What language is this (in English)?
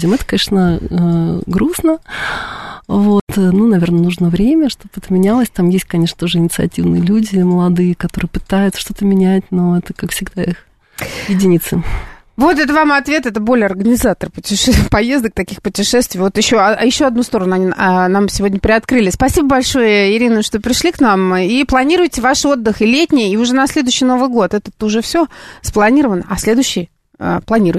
Russian